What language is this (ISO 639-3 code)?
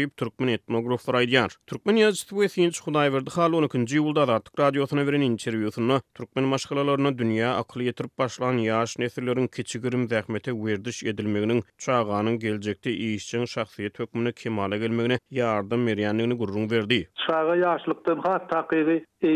tuk